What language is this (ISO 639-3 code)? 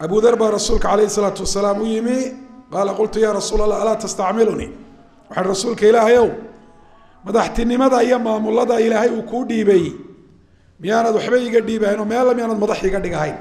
som